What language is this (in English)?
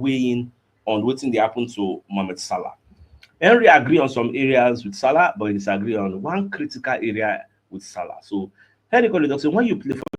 Nigerian Pidgin